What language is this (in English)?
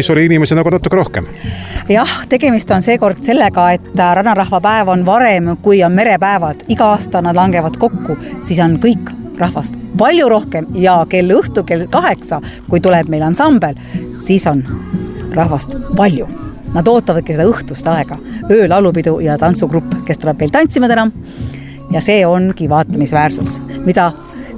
Estonian